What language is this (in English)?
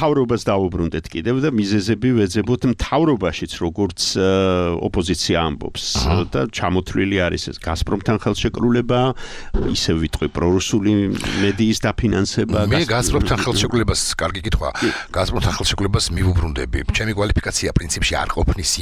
Georgian